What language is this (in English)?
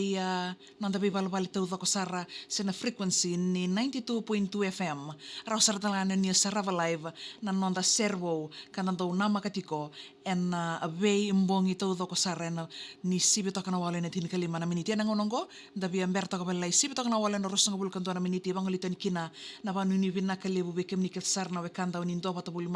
Fijian